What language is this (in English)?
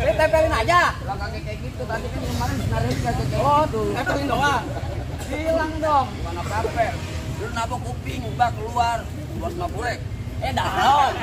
Betawi